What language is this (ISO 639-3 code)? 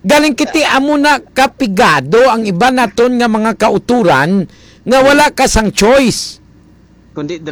hil